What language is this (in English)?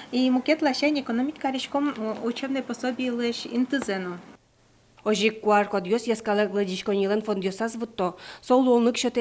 Udmurt